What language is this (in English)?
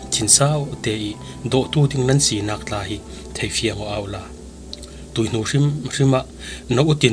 Falam Chin